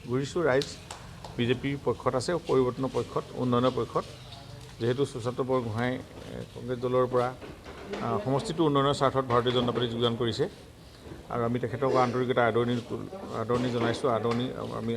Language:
Assamese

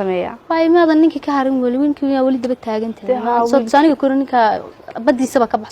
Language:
Somali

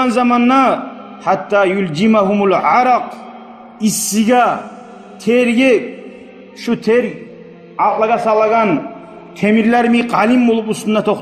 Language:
Kumyk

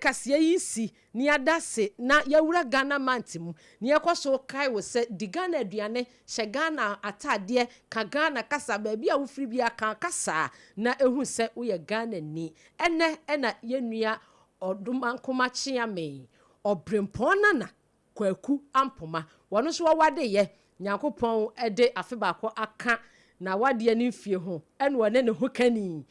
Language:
Akan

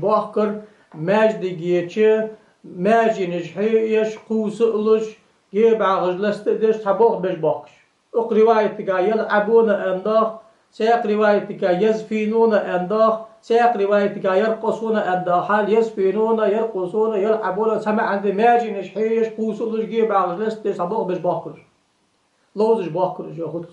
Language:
Ingush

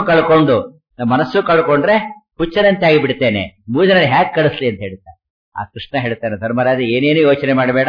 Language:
Kannada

